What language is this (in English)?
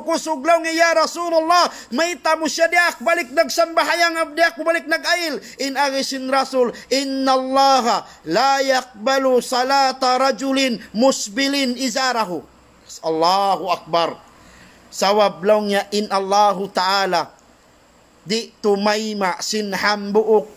Tausug